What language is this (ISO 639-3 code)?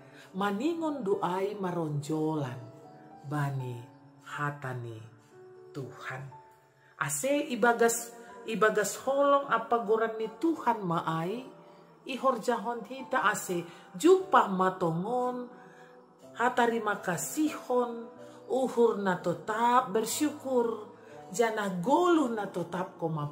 bts